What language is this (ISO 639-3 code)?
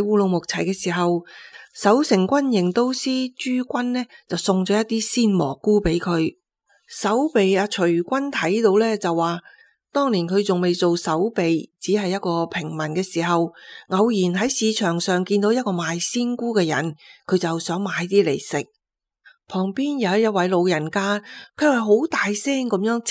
yue